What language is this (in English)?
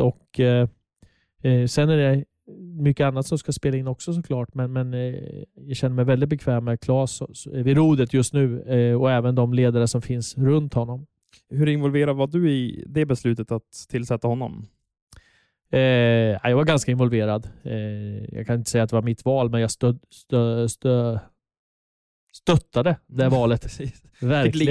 Swedish